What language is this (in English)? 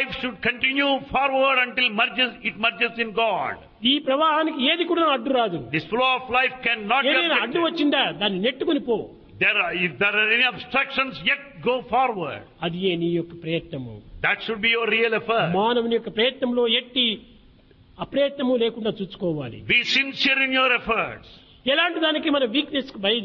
Telugu